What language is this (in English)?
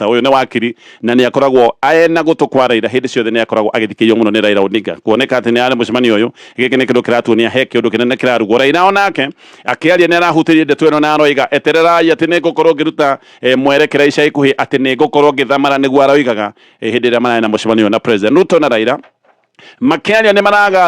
Kikuyu